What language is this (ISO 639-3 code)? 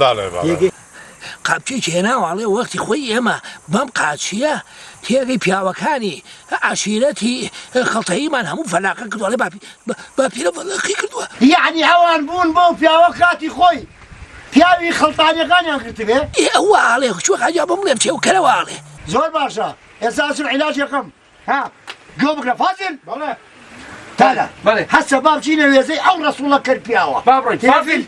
ckb